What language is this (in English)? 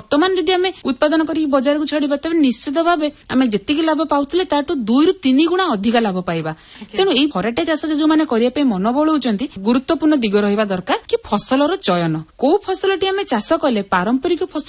Odia